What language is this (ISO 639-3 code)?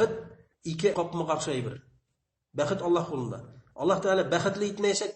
bak